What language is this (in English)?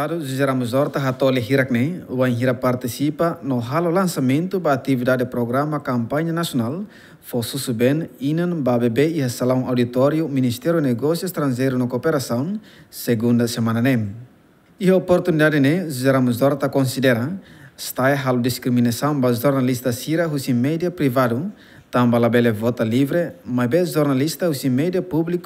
Tetum